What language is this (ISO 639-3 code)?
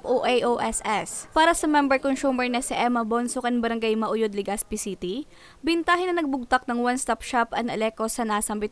bik